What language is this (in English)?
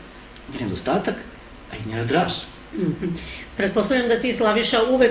Serbian